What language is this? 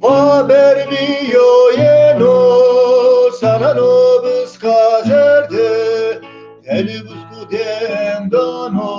Zaza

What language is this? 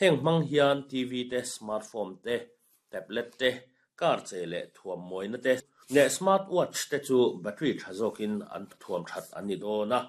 Mizo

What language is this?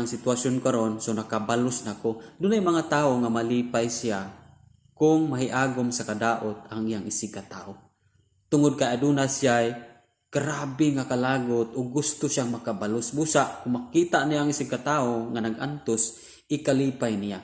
Cebuano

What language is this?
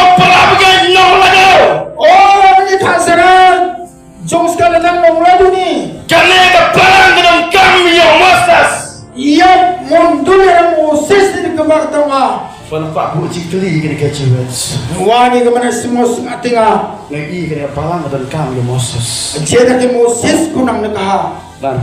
Khasi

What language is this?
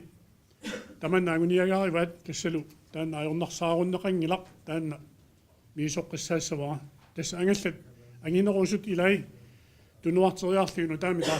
Kalaallisut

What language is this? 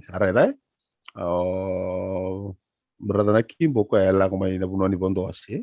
Fijian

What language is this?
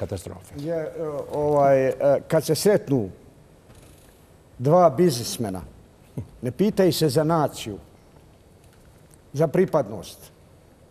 Bosnian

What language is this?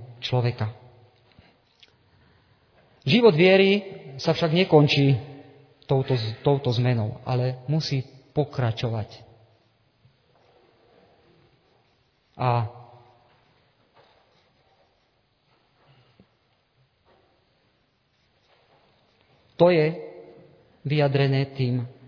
Slovak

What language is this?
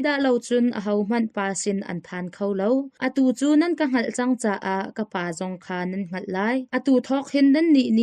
Hakha Chin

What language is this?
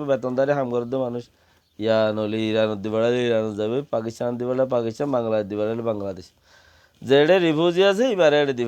Rohingya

